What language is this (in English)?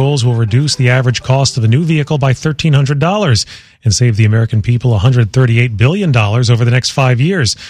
English